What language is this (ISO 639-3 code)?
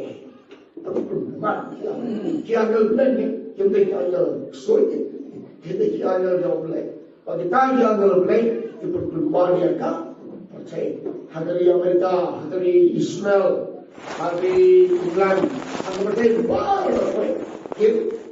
kha